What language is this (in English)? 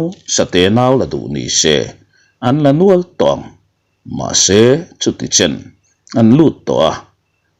Mizo